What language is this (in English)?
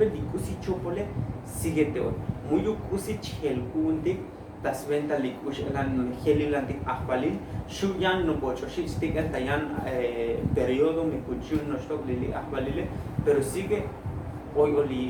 Tzotzil